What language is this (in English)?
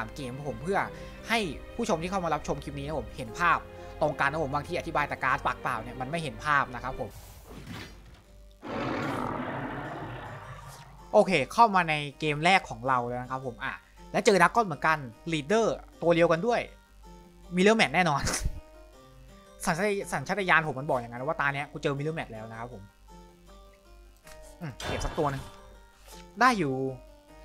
Thai